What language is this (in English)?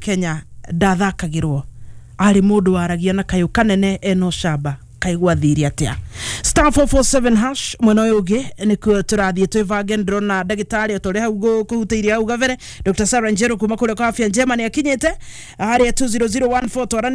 Kikuyu